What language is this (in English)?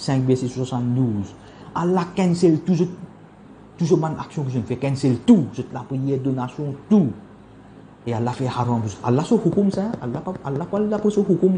Morisyen